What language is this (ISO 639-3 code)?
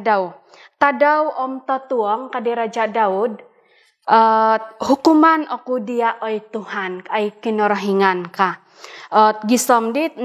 dtp